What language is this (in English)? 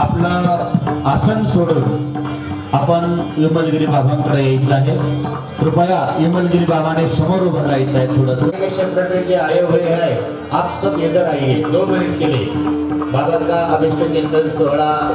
Marathi